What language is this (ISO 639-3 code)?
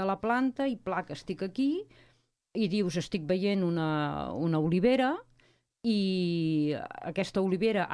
cat